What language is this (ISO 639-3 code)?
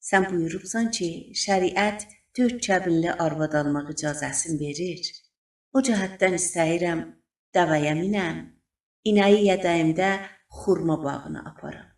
azb